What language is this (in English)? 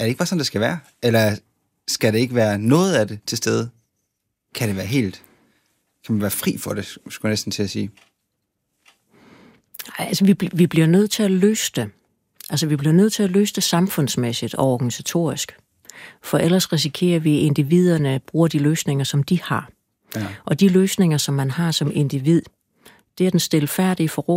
Danish